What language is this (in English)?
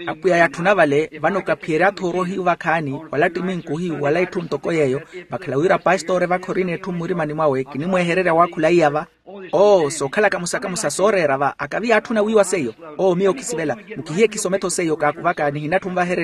Makhuwa